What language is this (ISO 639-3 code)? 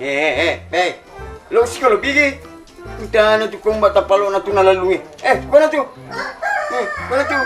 bug